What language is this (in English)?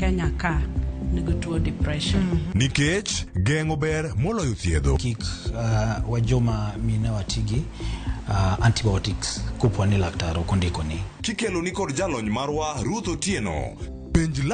Luo (Kenya and Tanzania)